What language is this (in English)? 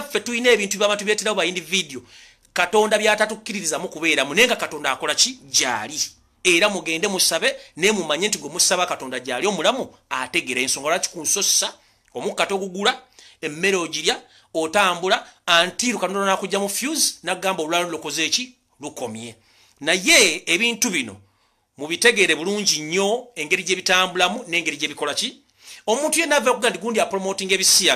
Ganda